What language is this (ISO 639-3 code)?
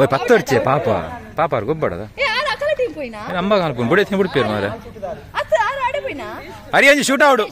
tcy